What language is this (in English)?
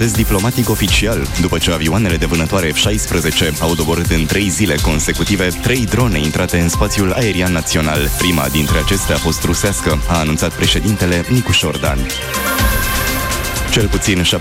Romanian